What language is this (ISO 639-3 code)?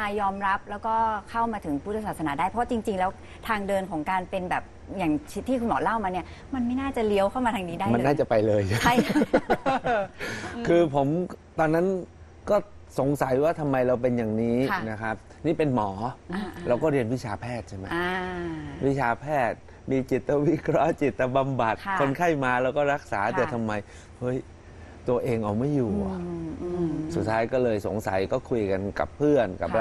tha